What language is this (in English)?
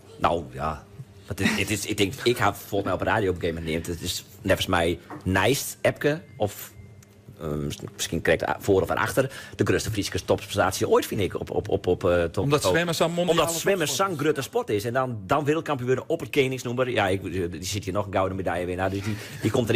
Western Frisian